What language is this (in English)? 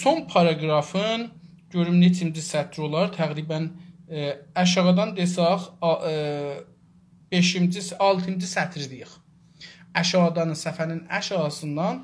South Azerbaijani